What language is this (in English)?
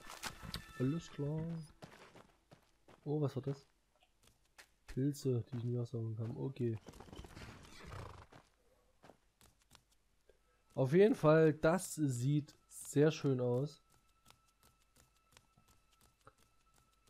German